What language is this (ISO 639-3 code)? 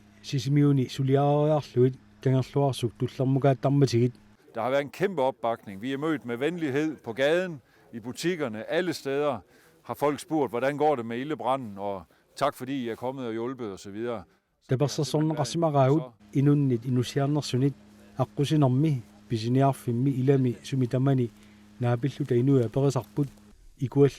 kal